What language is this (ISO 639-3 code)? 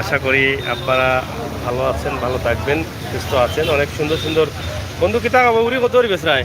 syl